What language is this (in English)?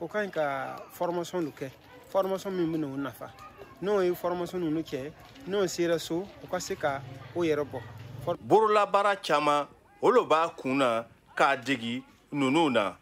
Bambara